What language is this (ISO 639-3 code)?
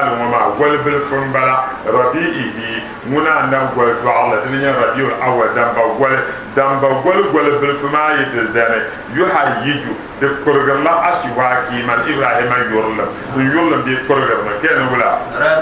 dag